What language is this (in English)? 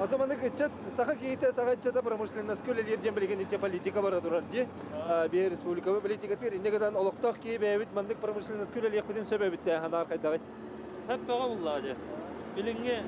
Yakut